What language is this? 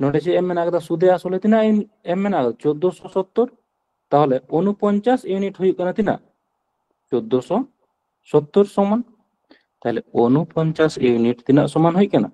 Santali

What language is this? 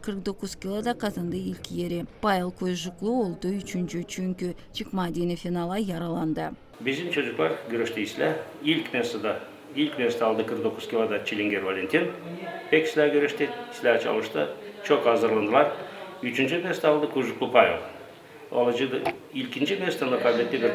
Gagauz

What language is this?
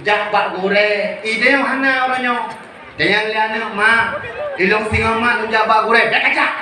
Achinese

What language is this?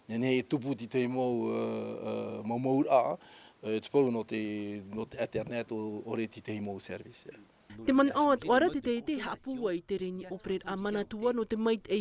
Tahitian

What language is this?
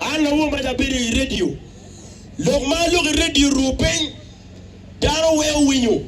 Acoli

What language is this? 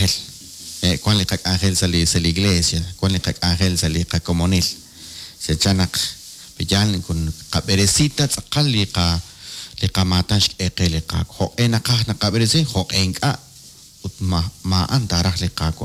Kekchí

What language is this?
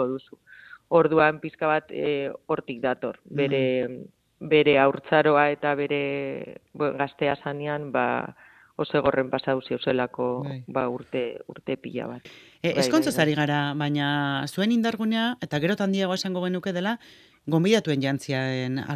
Basque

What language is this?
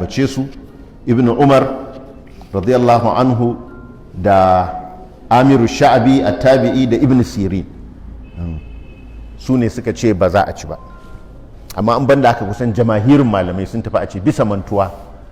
Hausa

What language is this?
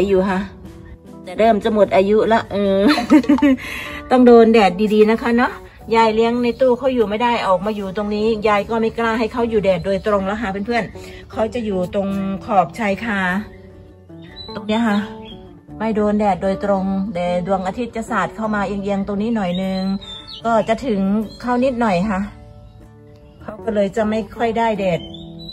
Thai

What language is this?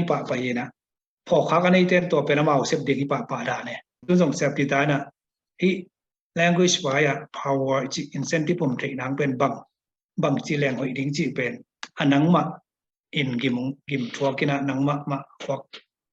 Tedim Chin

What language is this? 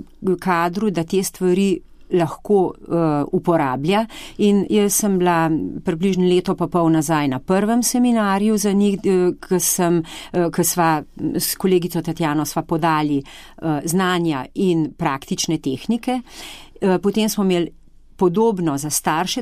Slovenian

